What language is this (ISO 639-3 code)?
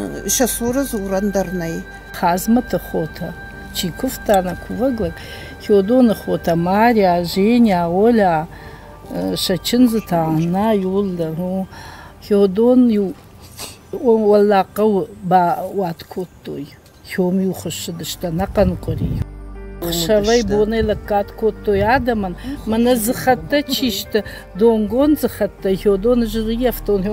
oss